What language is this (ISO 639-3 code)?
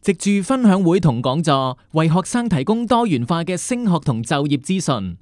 yue